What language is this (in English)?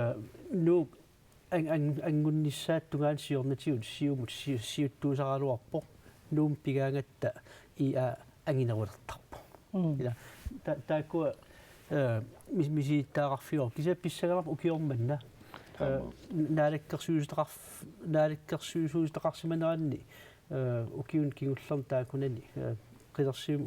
Kalaallisut